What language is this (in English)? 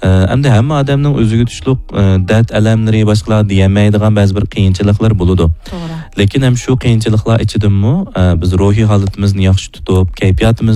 Uyghur